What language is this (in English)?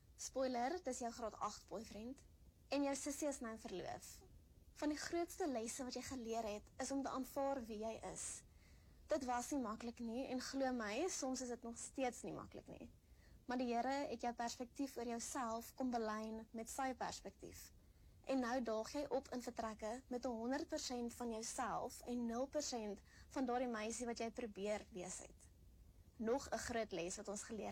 Afrikaans